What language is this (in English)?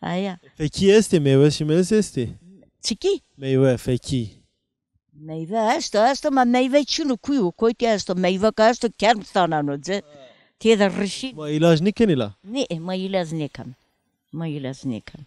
Zaza